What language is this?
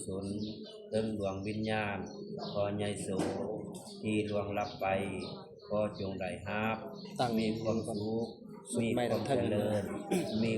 Northeastern Thai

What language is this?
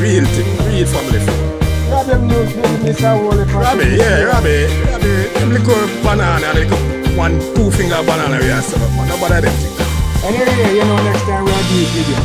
Jamaican Creole English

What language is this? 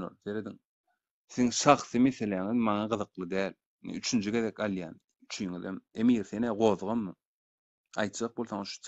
Turkmen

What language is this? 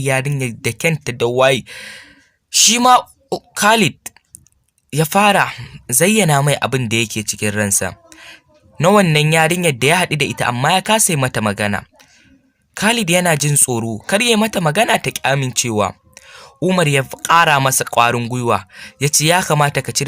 Hausa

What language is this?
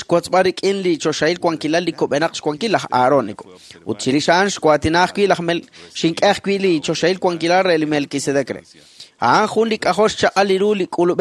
Kekchí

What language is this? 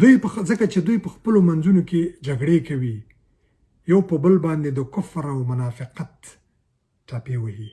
Pashto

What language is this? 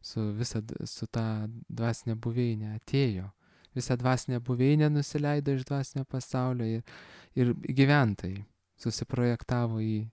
Lithuanian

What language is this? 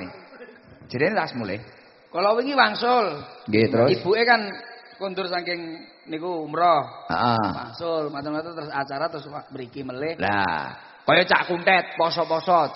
Javanese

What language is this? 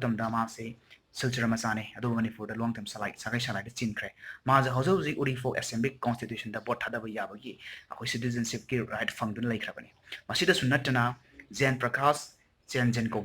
Manipuri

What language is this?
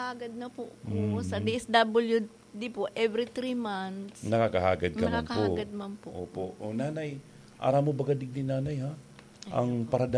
Bikol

